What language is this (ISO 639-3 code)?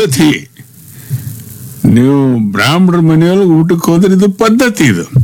kan